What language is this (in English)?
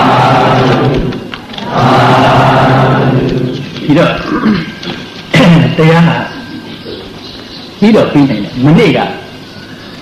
Burmese